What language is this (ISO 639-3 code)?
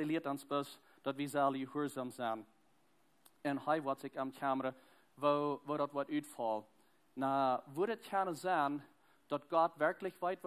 pdt